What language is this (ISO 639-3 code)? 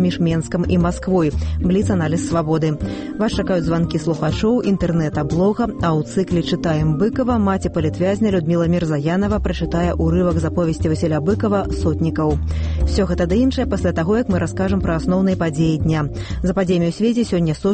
bel